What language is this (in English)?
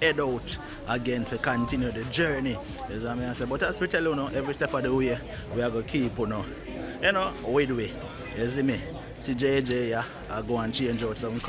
Jamaican Creole English